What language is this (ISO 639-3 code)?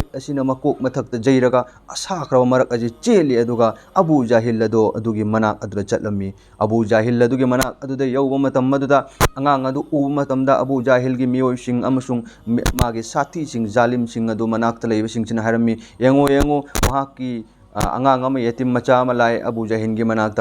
mni